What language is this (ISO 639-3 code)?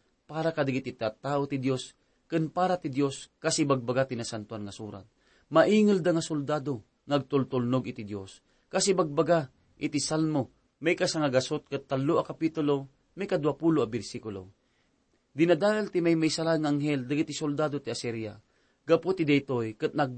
ilo